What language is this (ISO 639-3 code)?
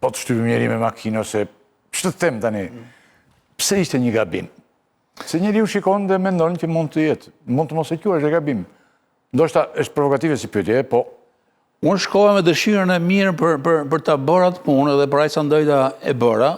sqi